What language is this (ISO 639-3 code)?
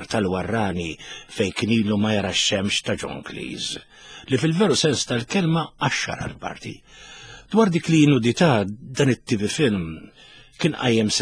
mlt